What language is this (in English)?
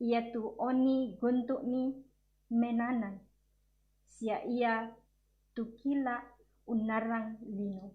Toraja-Sa'dan